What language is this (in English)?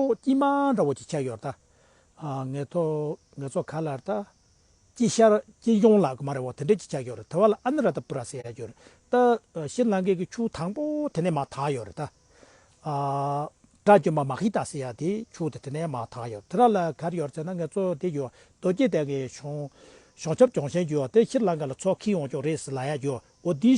Tibetan